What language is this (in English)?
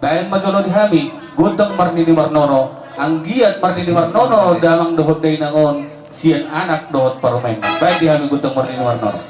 Batak Toba